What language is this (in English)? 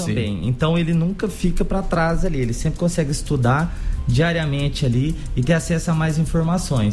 Portuguese